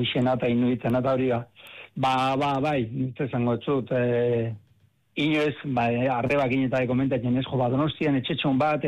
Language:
Basque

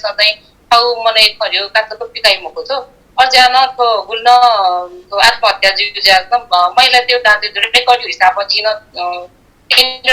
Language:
Newari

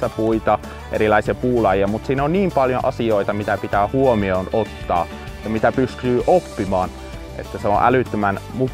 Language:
Finnish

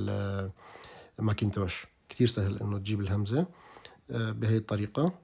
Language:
North Levantine Arabic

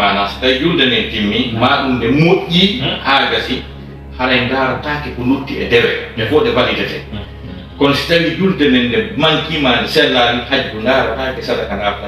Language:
Fula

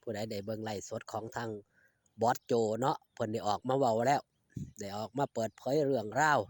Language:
Northeastern Thai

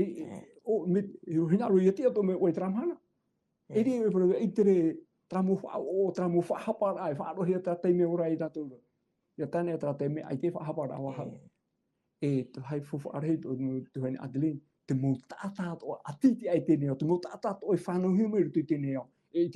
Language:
Tahitian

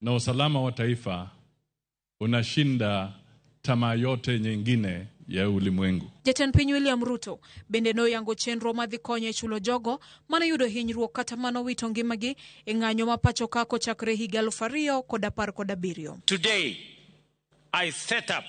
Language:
Luo (Kenya and Tanzania)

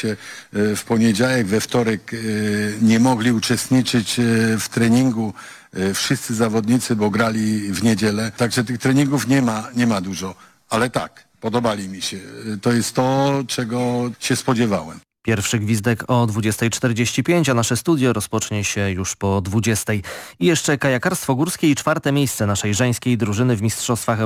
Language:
Polish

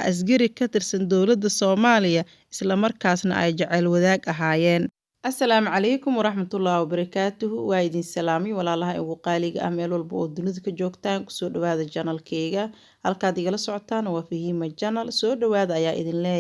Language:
Somali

